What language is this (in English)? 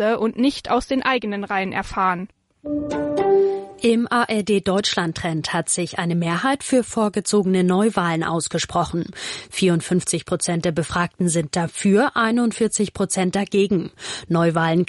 German